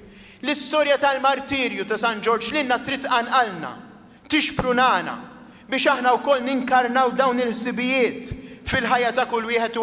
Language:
Maltese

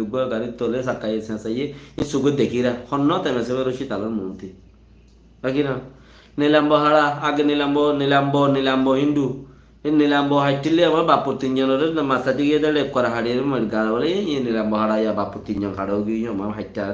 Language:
Rohingya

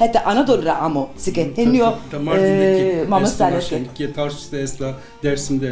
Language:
Zaza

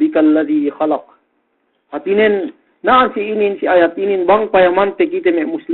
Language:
Yakan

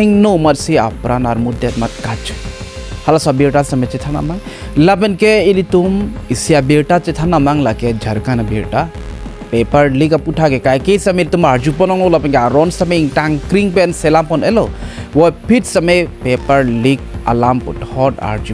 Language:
Karbi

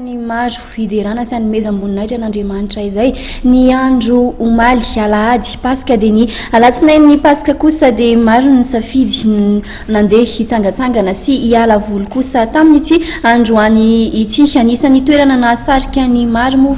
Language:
Malagasy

